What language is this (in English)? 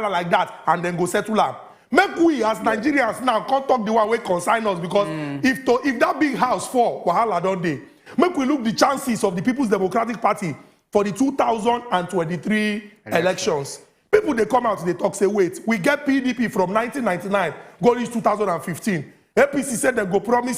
Nigerian Pidgin